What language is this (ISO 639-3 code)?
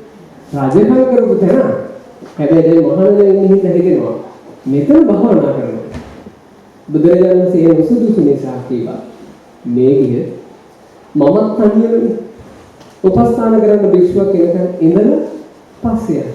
sin